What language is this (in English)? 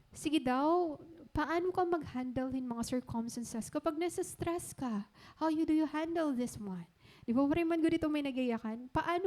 Waray